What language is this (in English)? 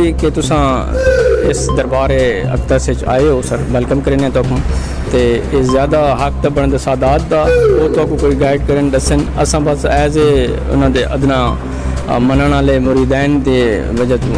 Saraiki